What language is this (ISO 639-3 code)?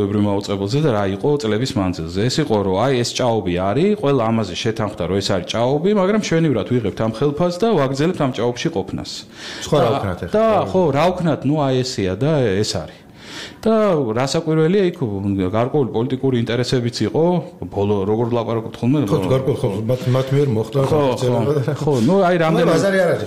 kat